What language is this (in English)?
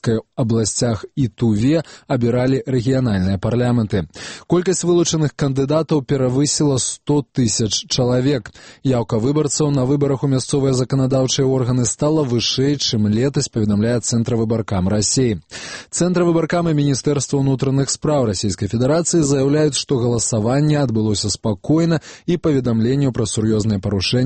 Belarusian